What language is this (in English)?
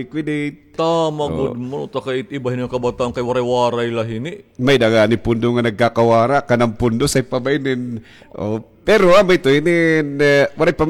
Waray